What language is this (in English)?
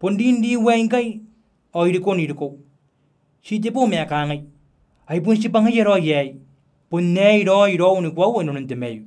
Gilbertese